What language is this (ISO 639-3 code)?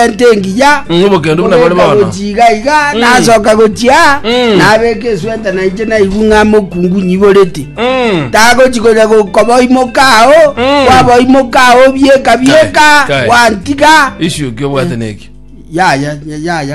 guz